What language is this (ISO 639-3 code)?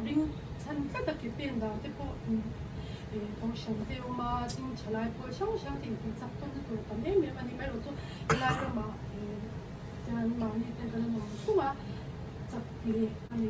lus